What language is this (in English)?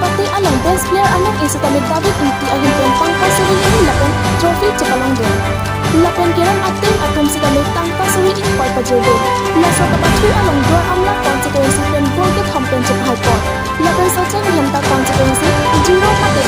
Karbi